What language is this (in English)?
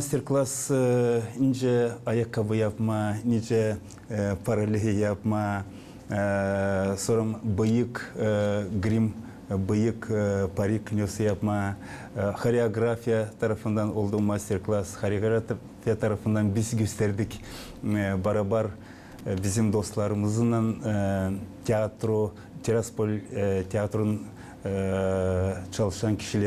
Gagauz